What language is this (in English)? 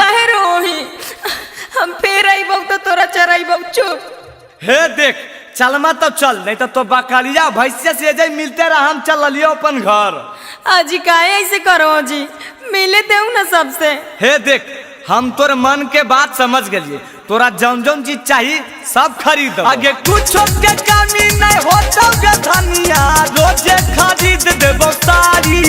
Magahi